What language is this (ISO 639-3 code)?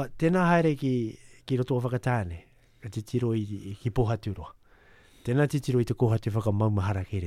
mri